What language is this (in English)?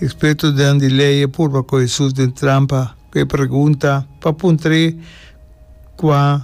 Papiamento